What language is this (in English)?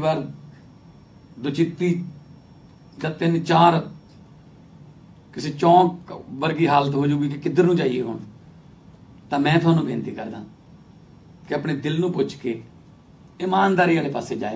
Punjabi